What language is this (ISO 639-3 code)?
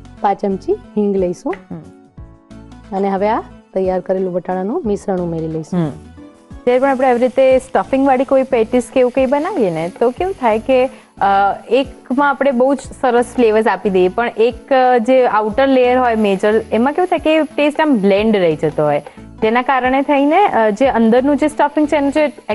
guj